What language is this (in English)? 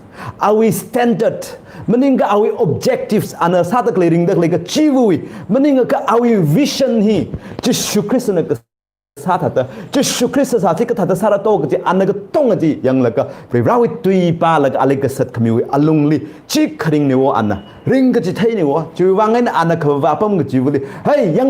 Tangkhul Naga (India)